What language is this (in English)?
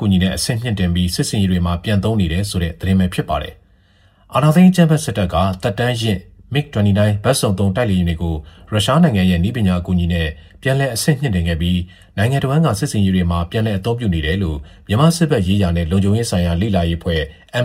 Burmese